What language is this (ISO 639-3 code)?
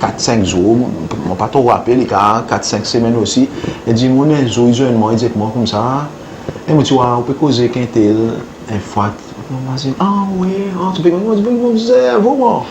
crs